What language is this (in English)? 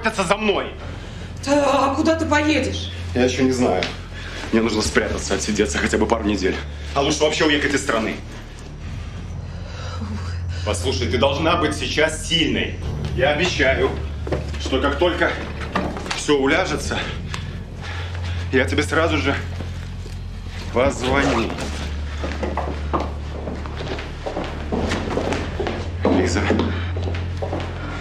Russian